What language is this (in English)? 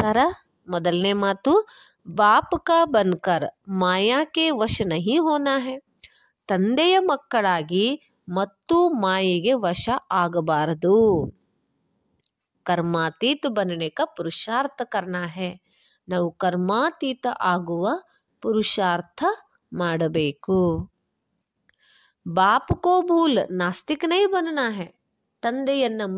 Kannada